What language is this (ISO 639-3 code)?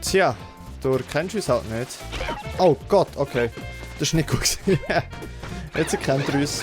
gsw